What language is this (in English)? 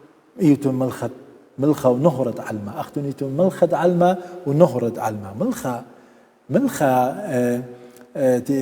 Assyrian Neo-Aramaic